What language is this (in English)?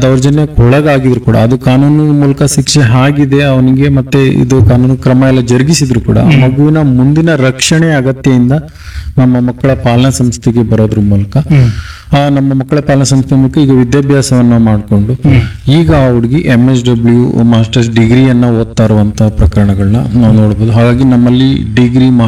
Kannada